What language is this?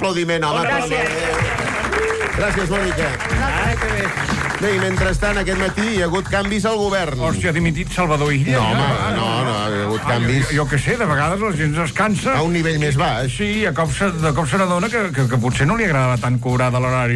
Catalan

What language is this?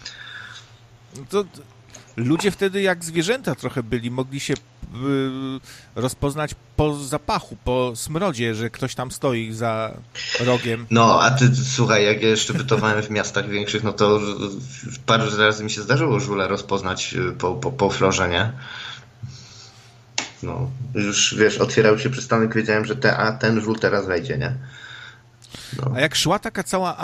Polish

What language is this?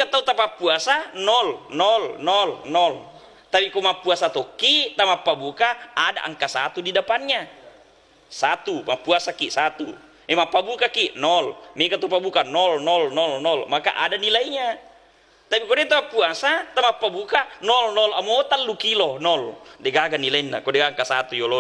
Buginese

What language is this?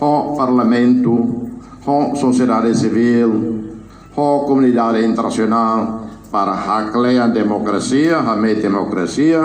Tetum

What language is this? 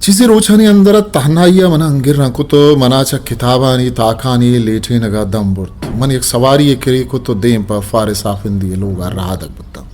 Eastern Balochi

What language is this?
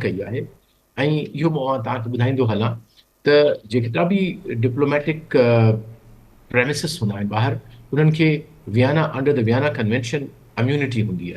Sindhi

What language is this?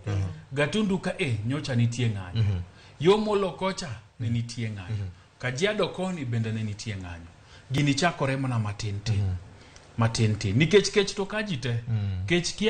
Luo (Kenya and Tanzania)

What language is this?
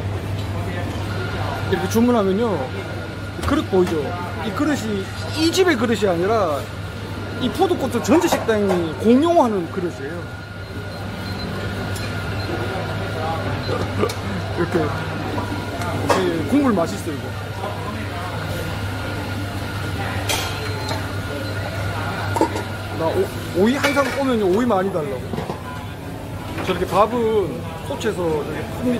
Korean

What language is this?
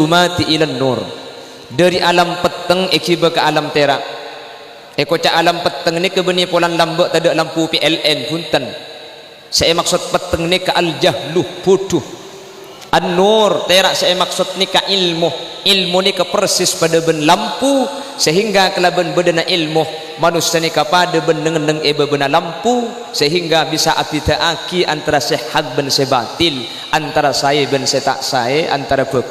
Madurese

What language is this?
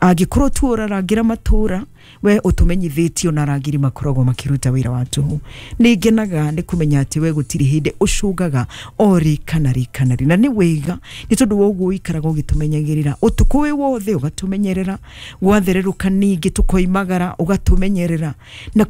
Kikuyu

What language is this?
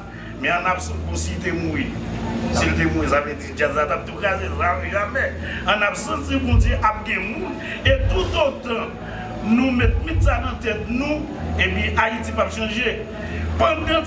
Haitian Creole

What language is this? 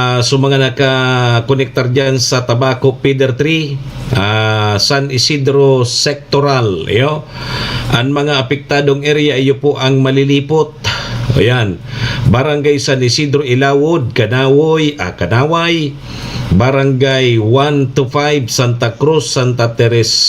Bikol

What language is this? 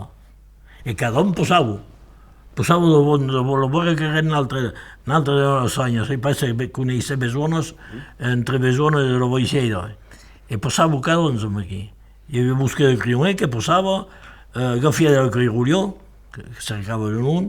Occitan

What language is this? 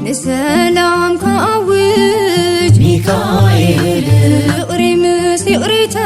Tigrinya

